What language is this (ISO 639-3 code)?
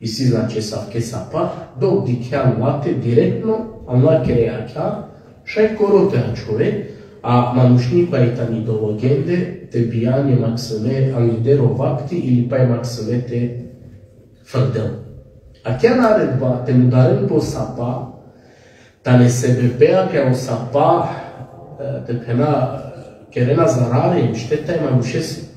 rmn